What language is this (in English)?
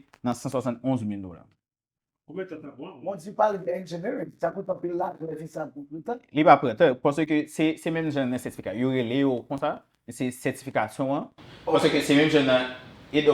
Haitian Creole